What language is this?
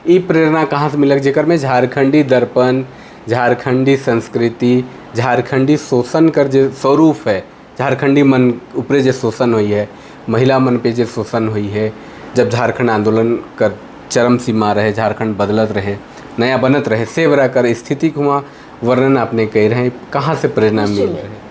Sadri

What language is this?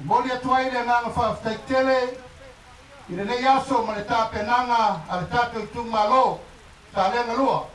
Samoan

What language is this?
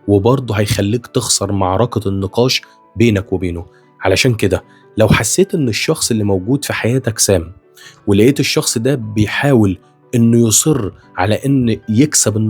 Egyptian Arabic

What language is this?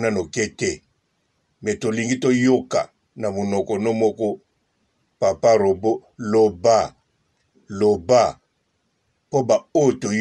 Lingala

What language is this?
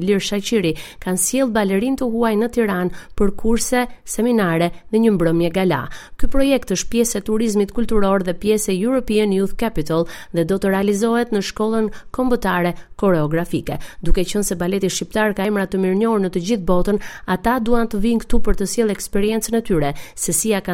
Albanian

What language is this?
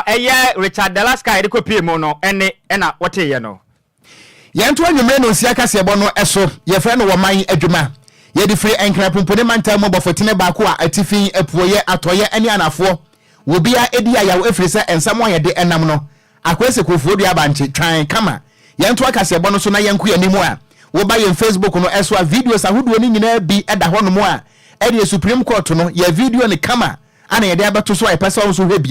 Akan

